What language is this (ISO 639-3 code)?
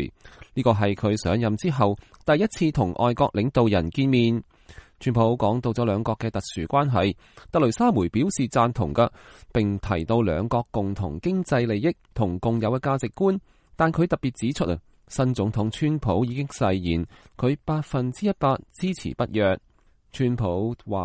yue